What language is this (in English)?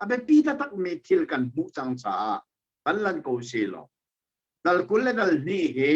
Hakha Chin